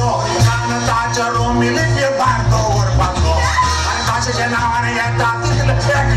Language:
Konkani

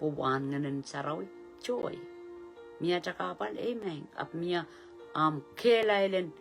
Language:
Pohnpeian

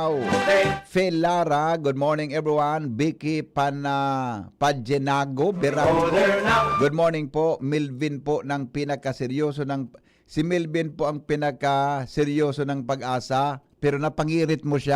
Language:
Bikol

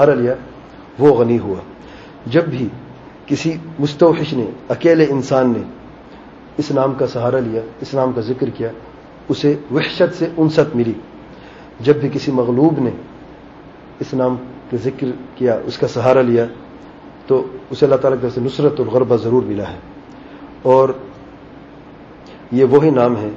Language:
Urdu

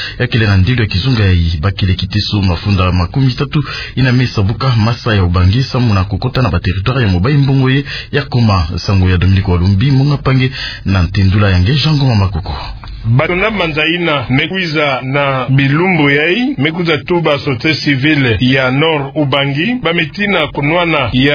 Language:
Kituba (Democratic Republic of Congo)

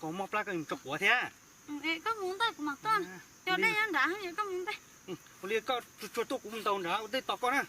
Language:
Hmong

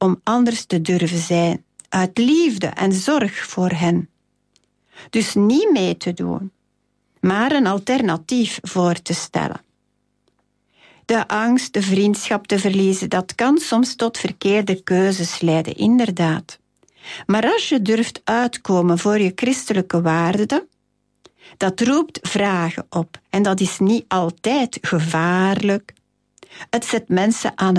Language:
Dutch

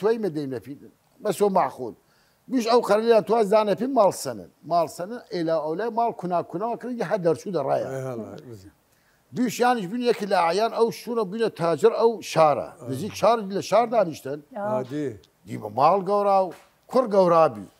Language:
Southern Kurdish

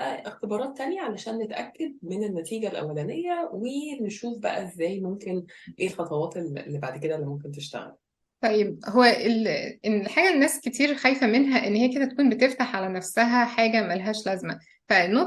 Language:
Egyptian Arabic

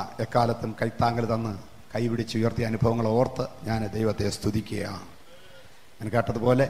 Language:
Malayalam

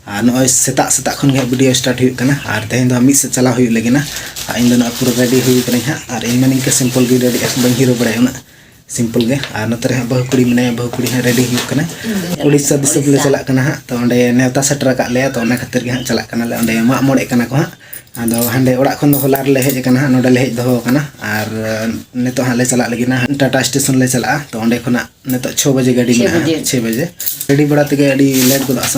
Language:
Santali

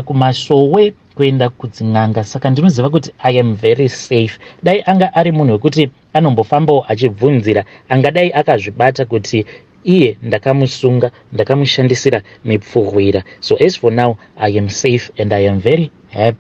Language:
Shona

